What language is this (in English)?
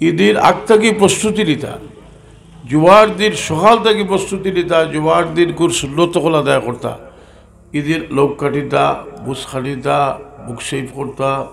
Sylheti